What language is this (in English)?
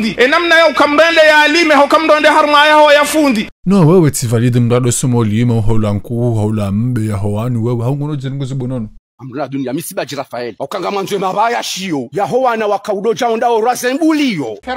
Ngazidja Comorian